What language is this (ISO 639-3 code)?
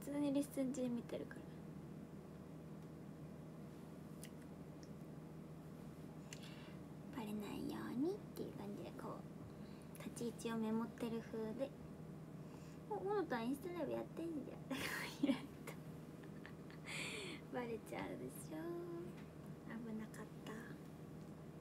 jpn